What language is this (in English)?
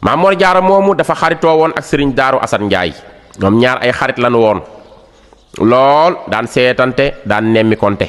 Wolof